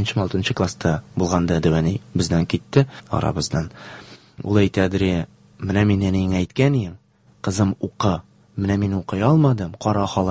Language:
Tatar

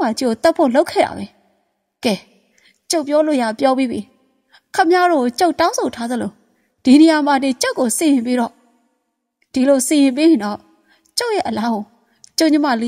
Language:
Burmese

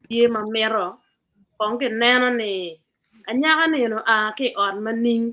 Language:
Acoli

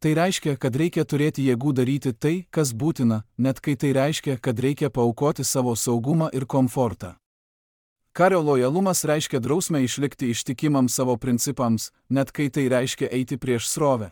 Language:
Lithuanian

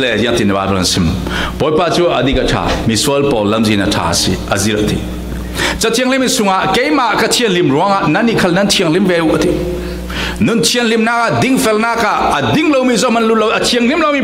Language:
Falam Chin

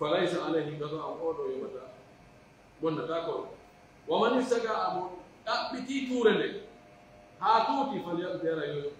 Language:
Pular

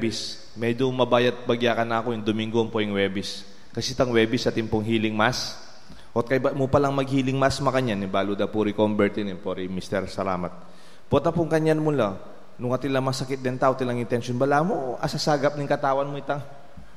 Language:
Pampanga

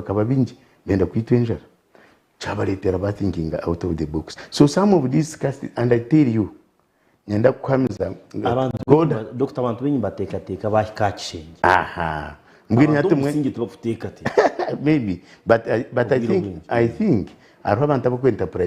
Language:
Nyankole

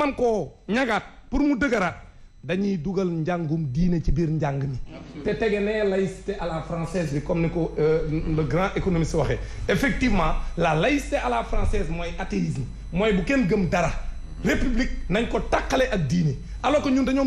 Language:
Wolof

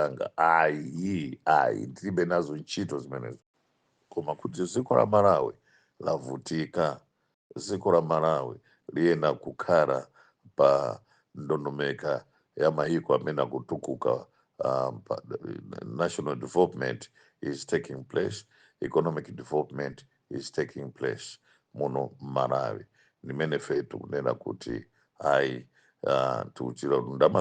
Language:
Nyanja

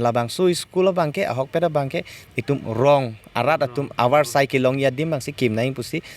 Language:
Karbi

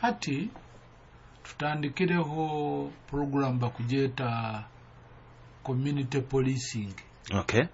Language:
Nyoro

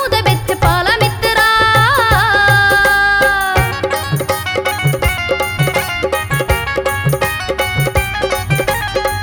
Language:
Punjabi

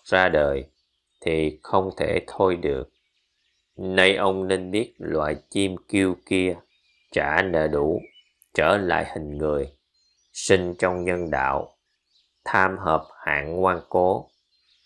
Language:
Vietnamese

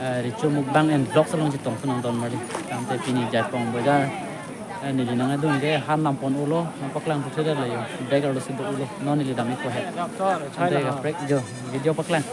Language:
Karbi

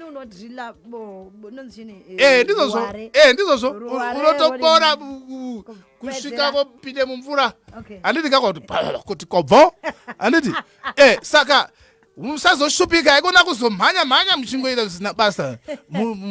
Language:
Shona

